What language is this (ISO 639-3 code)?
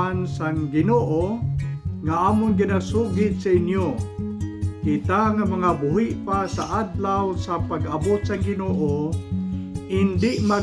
hil